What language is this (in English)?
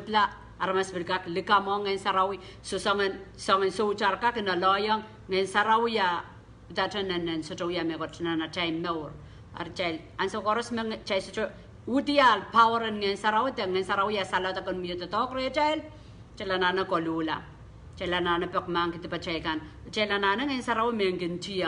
Pohnpeian